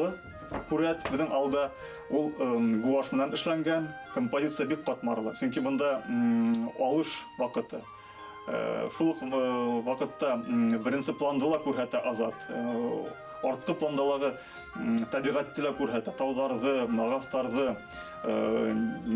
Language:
Bashkir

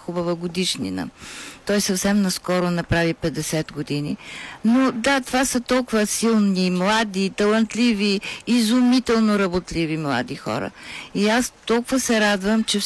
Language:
Bulgarian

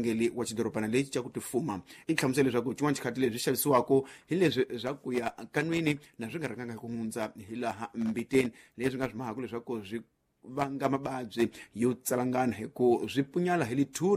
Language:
Tsonga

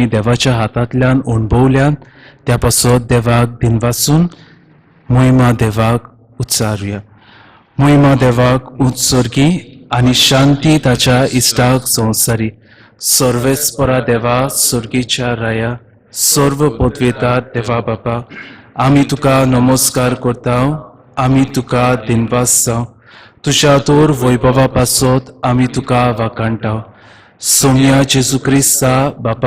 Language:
Konkani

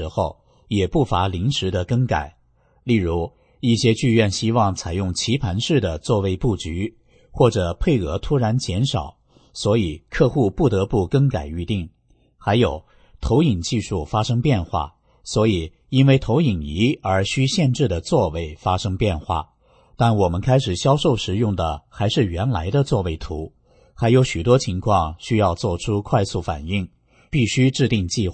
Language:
Chinese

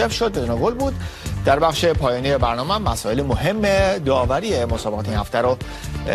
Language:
Persian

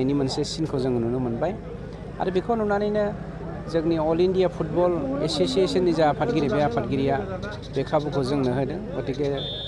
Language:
Bodo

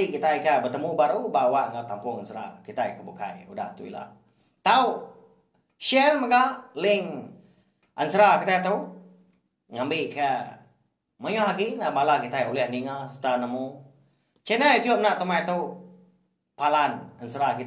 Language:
Iban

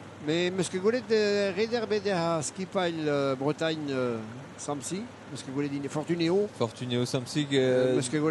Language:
Breton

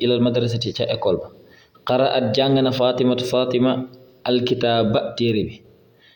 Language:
Wolof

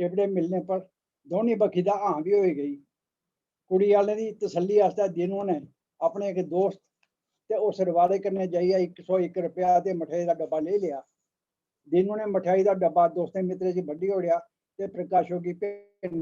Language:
Dogri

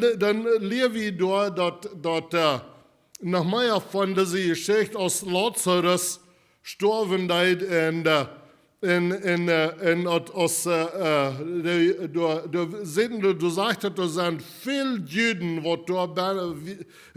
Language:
Plautdietsch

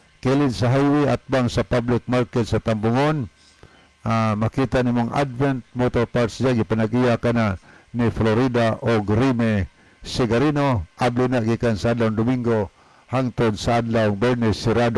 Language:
Cebuano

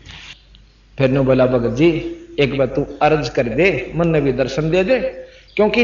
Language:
Hindi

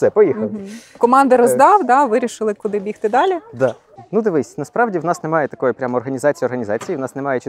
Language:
Ukrainian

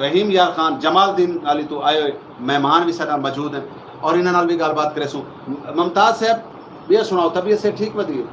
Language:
Saraiki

